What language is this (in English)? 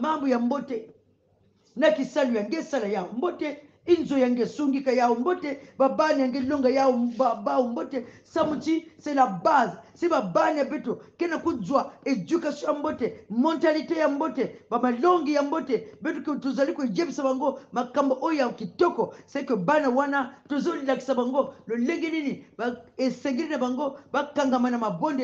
Kongo